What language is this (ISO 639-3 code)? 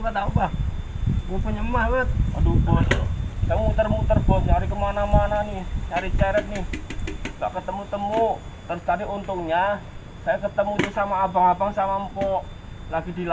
bew